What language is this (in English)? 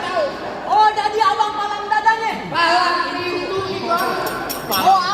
Betawi